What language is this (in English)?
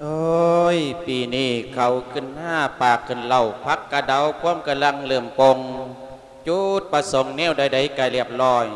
Lao